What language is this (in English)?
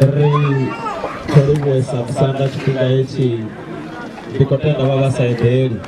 Venda